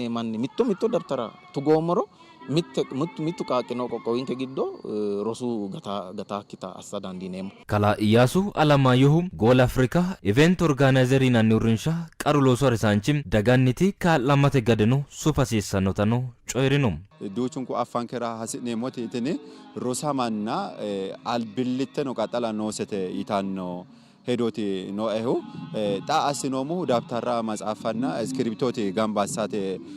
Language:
Sidamo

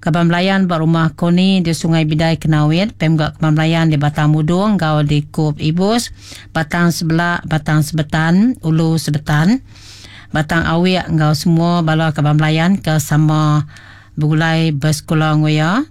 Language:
Iban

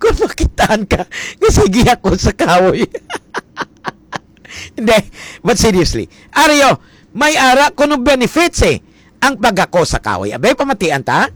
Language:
Hiligaynon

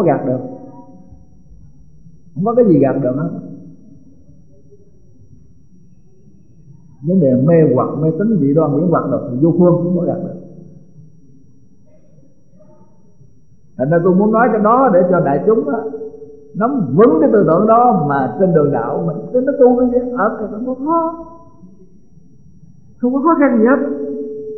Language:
Vietnamese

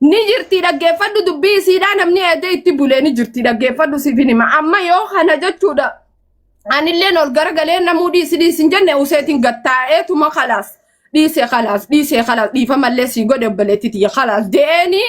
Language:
Oromo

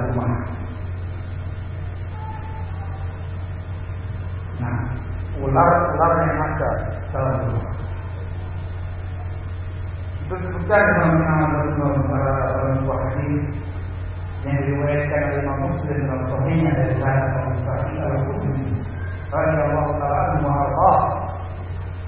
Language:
Indonesian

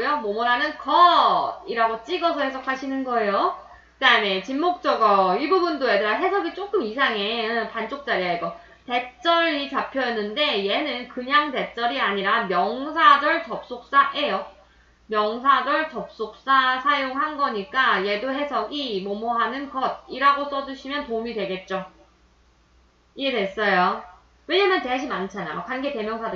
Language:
Korean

